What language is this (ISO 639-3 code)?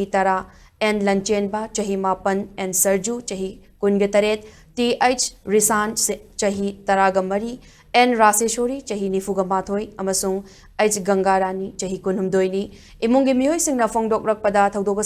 mni